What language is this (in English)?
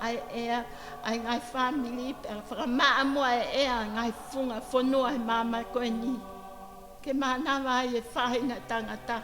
Tongan